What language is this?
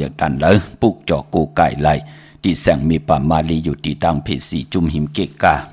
Shan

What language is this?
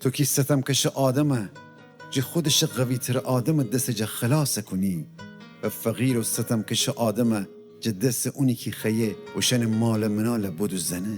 Gilaki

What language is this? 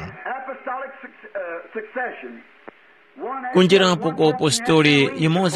Tumbuka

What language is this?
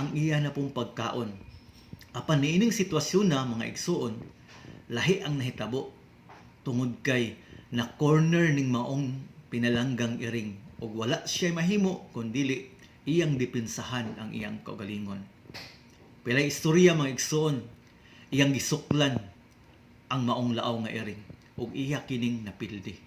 Cebuano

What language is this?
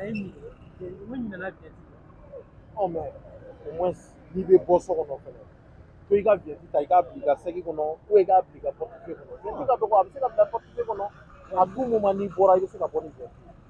Bambara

